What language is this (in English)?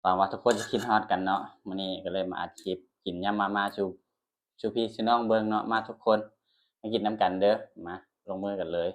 Northeastern Thai